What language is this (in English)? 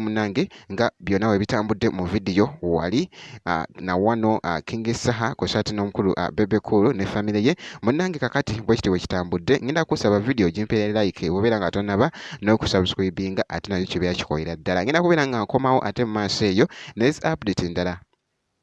Ganda